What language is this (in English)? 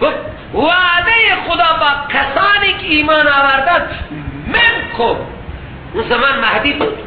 Persian